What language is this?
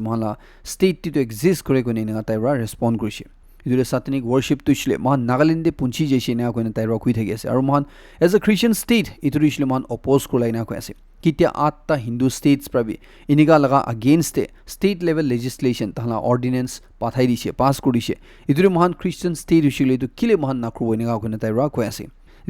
Naga Pidgin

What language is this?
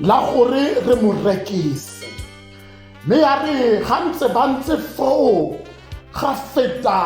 Tswana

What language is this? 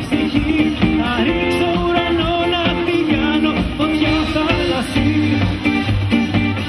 Greek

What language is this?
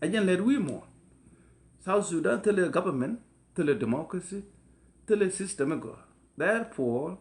Nuer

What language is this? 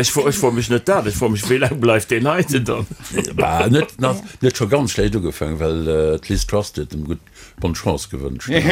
Luxembourgish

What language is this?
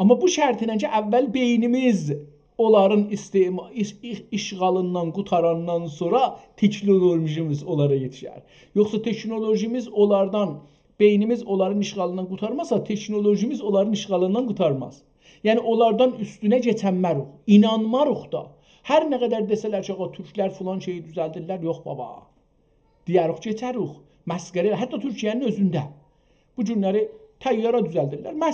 South Azerbaijani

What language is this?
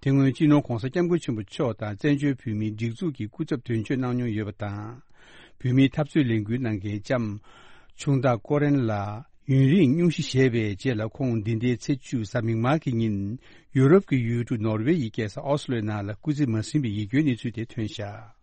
Tibetan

